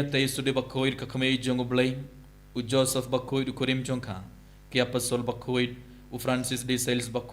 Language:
Khasi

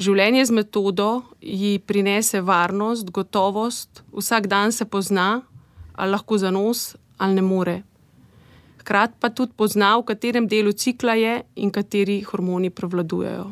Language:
Slovenian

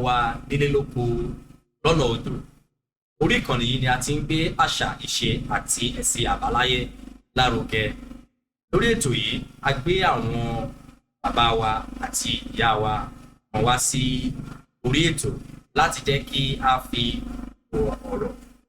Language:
Yoruba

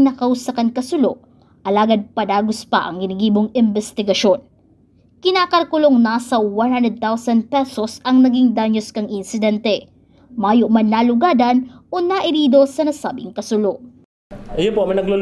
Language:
Bikol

